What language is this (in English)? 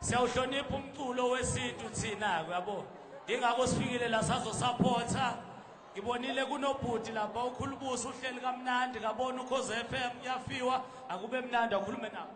Zulu